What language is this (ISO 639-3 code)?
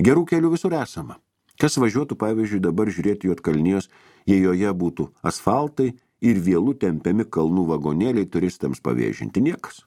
lit